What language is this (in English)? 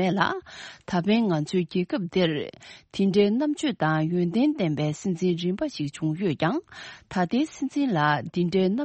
Tibetan